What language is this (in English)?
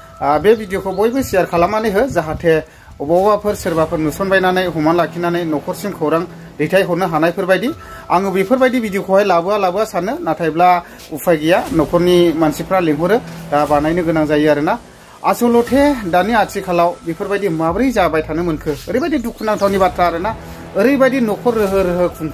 Bodo